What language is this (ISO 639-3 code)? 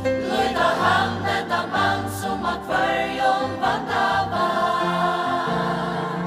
fao